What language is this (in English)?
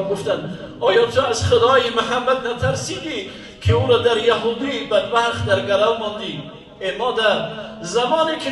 Tajik